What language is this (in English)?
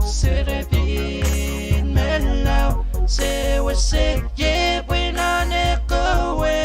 Pohnpeian